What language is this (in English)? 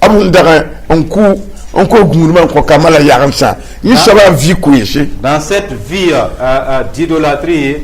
Mossi